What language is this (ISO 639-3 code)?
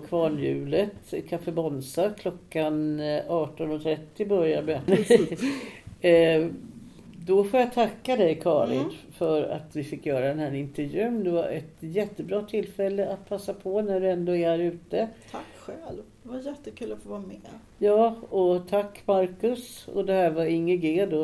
swe